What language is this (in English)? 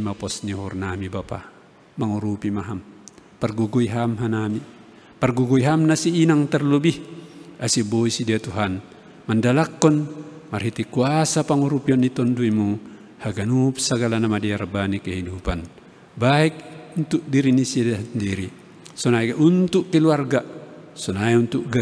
Batak Simalungun